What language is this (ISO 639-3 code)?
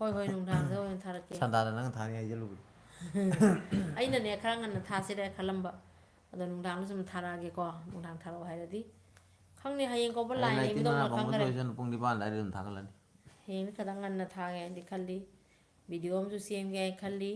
mni